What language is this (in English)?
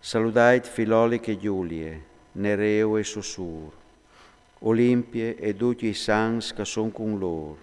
Friulian